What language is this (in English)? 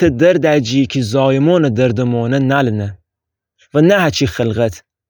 Gilaki